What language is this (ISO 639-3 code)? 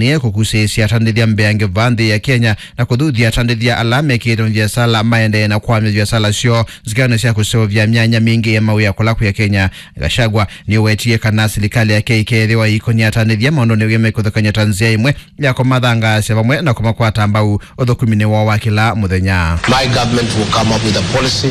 kam